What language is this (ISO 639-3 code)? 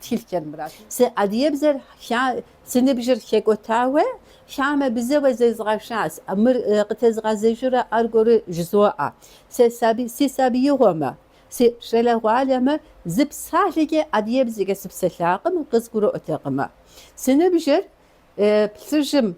kbd